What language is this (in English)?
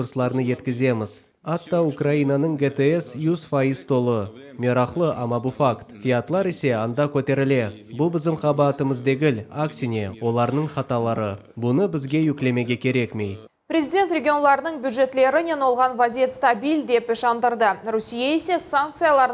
Crimean Tatar